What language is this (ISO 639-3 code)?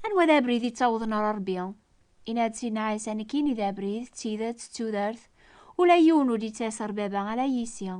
kab